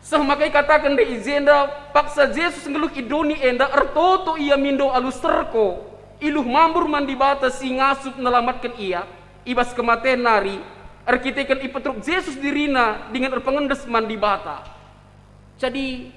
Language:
Batak Karo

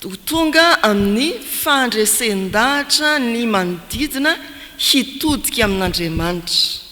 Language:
Malagasy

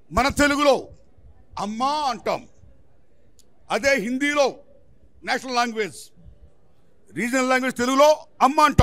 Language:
Telugu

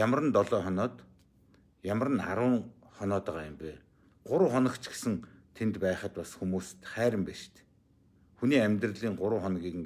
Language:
Mongolian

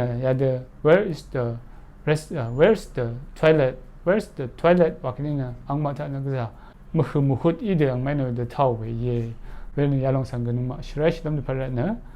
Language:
Rawang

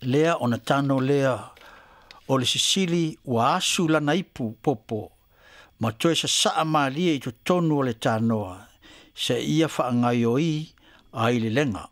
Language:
Samoan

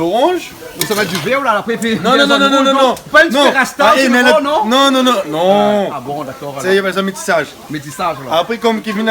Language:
Réunion Creole French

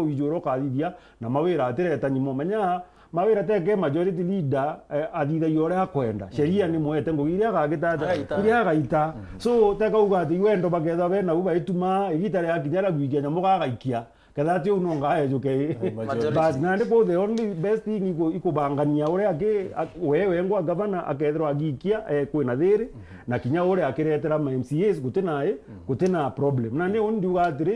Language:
Meru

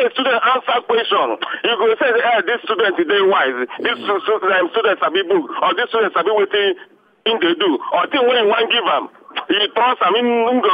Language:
Nigerian Pidgin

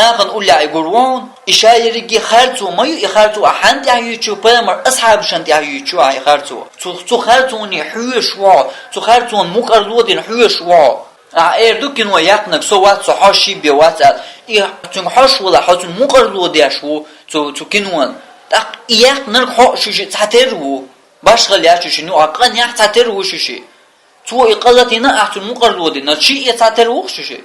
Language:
Chechen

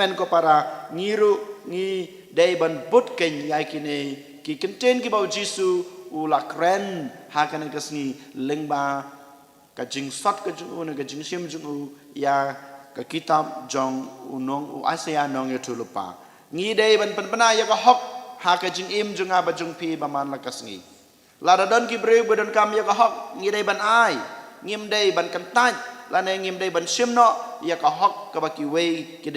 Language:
Khasi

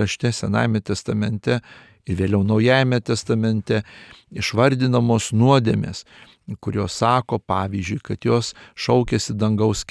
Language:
Lithuanian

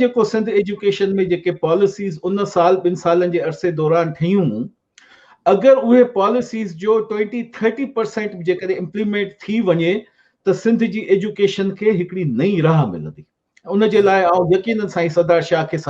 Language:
Sindhi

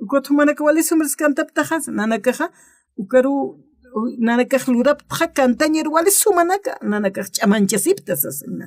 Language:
Aymara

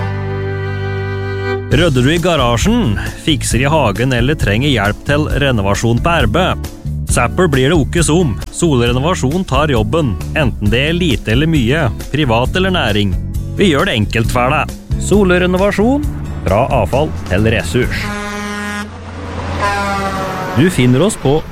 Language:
Norwegian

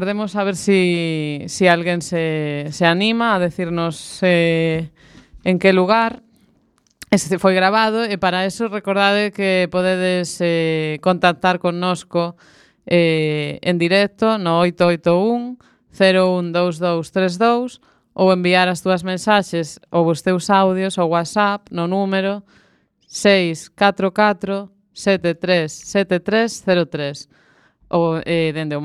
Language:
Galician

